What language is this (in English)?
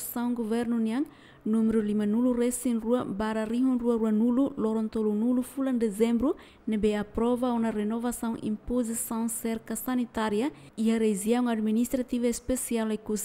Tetum